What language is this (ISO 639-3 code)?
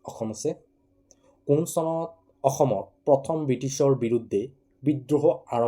asm